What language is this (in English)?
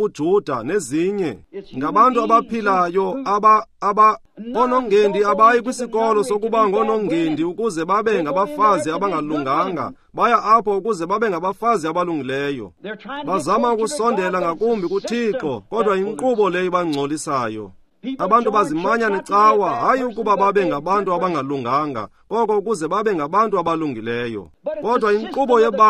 Xhosa